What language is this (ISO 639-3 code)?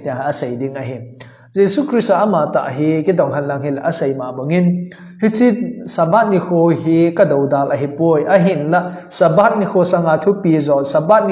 tcz